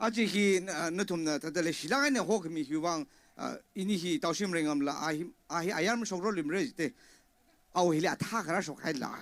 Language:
Tangkhul Naga (India)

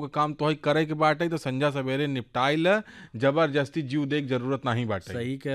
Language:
Bhojpuri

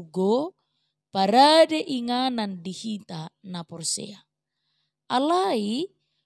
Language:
Batak Toba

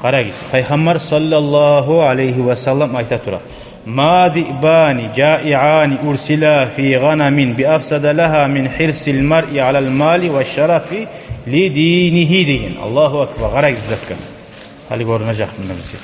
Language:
Kumyk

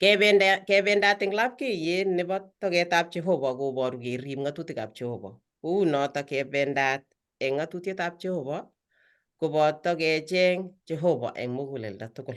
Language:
Kalenjin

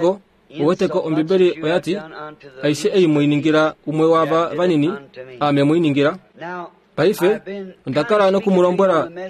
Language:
Kuanyama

